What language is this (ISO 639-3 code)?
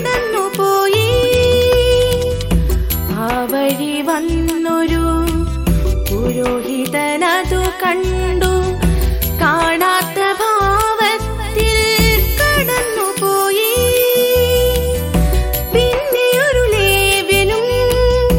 mal